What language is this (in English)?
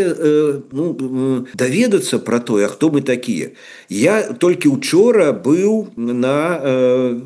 Belarusian